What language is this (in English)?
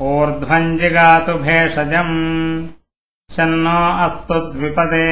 Sanskrit